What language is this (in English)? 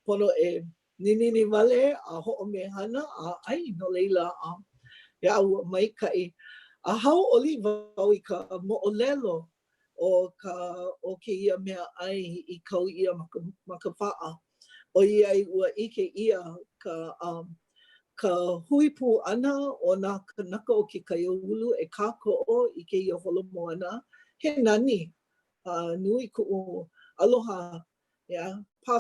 Hawaiian